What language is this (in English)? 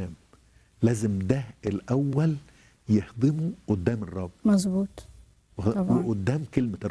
Egyptian Arabic